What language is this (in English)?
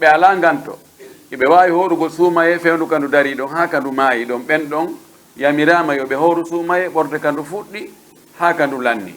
Pular